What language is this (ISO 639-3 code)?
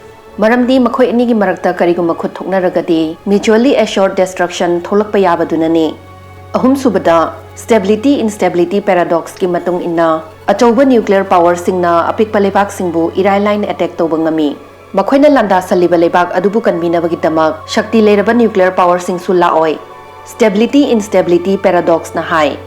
mni